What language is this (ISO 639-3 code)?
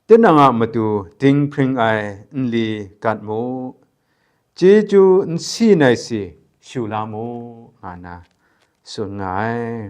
kac